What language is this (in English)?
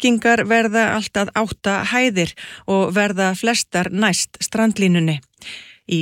Icelandic